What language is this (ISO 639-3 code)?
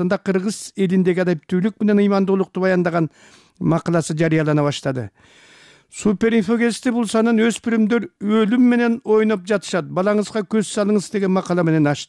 kir